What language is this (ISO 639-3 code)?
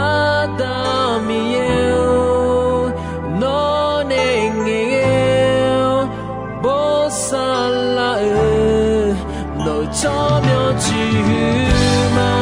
ahk